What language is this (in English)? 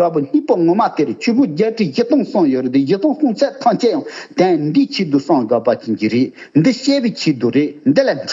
Tibetan